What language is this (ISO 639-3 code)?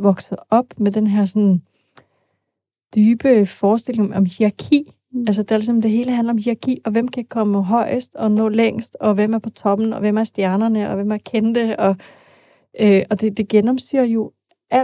dan